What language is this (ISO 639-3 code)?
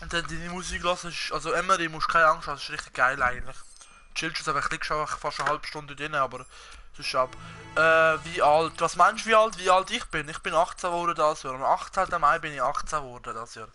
gsw